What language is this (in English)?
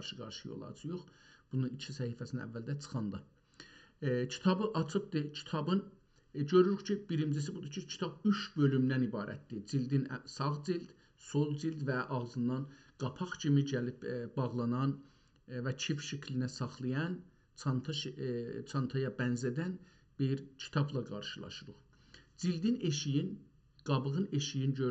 South Azerbaijani